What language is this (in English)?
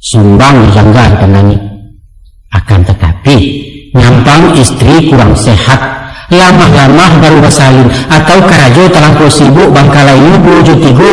Minangkabau